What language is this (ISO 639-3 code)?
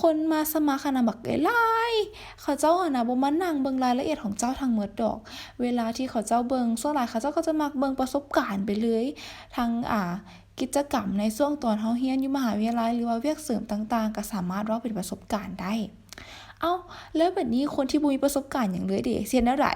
lao